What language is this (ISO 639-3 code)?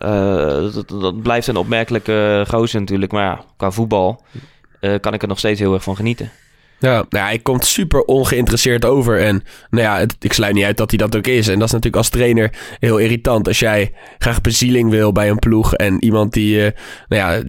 nld